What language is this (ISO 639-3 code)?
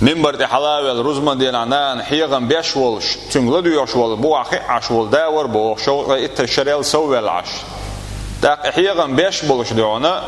che